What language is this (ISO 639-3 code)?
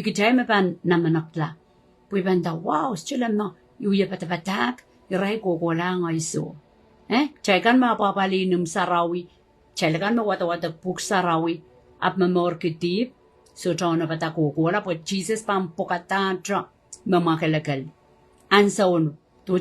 pon